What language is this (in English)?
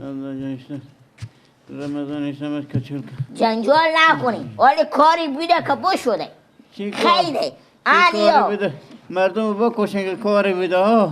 Persian